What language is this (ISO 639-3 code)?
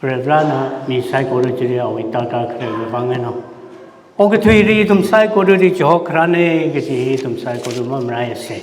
nmf